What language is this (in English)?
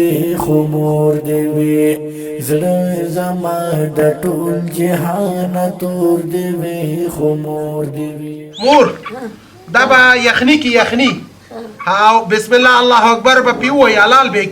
Pashto